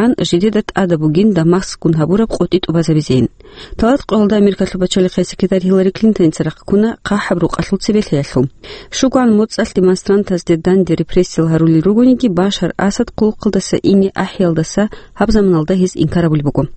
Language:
Avaric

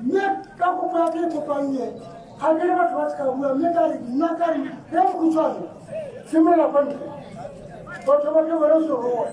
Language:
Tswana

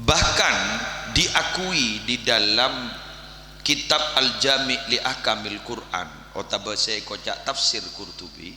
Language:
Madurese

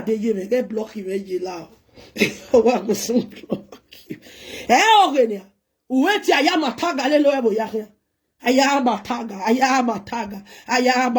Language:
Nigerian Pidgin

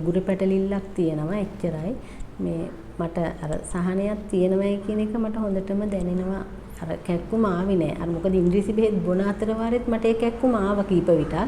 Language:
Sinhala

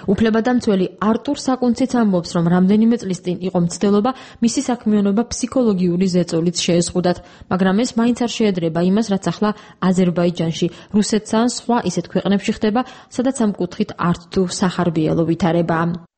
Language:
Georgian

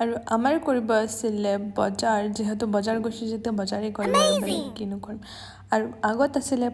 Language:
Assamese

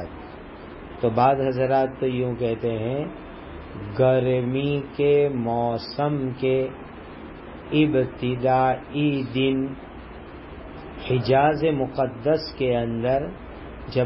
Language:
Urdu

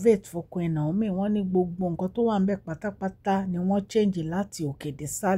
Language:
Yoruba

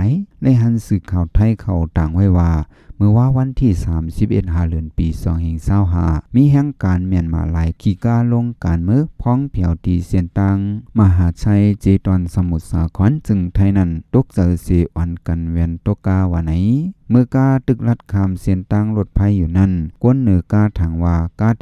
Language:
Shan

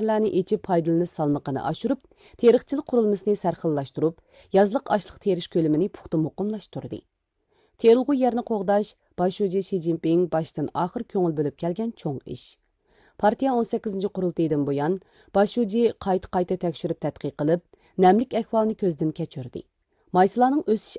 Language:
Uyghur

